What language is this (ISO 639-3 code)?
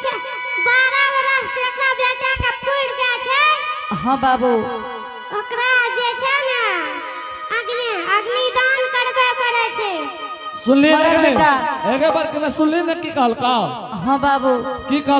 anp